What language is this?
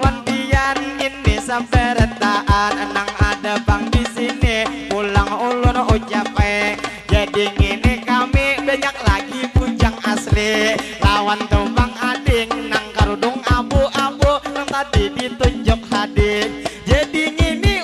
Banjar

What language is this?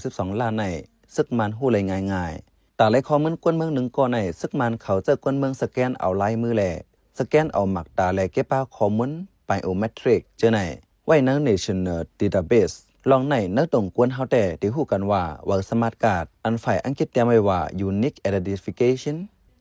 Shan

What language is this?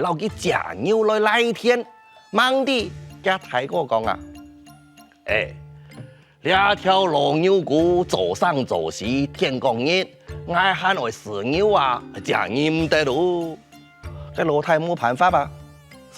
Hakka Chinese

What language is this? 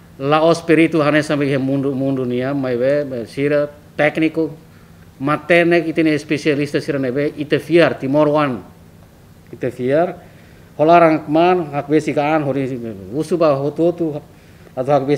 Tetum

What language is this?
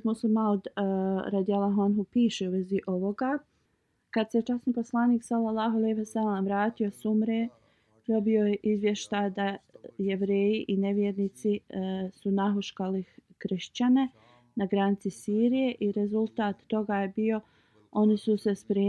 Bosnian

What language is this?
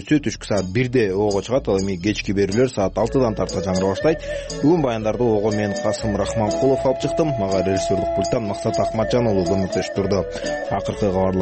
Kyrgyz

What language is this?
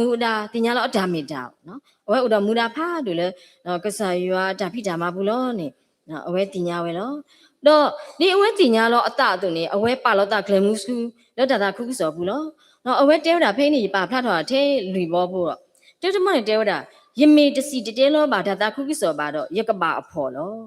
S'gaw Karen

